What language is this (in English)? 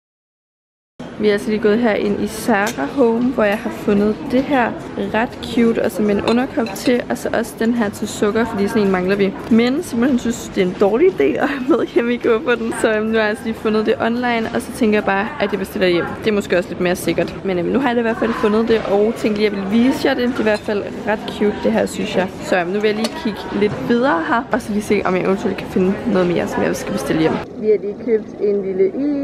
Danish